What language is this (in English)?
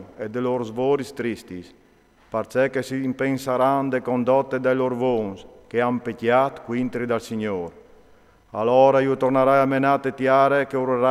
Friulian